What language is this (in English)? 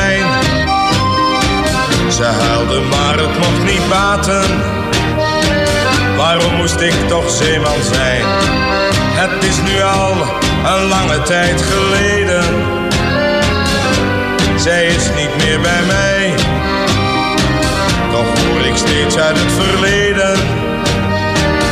Dutch